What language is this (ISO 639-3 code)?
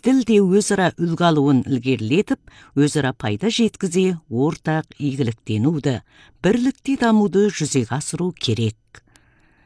kaz